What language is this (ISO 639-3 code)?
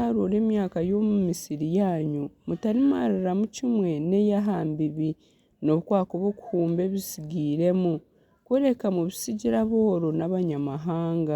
nyn